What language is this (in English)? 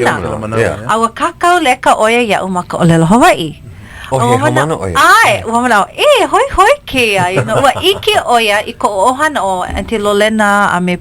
Hawaiian